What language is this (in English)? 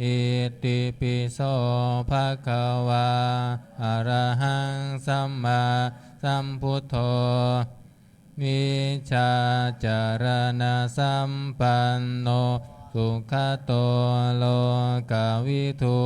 Pali